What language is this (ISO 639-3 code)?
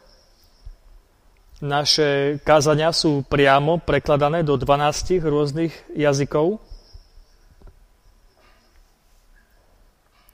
slk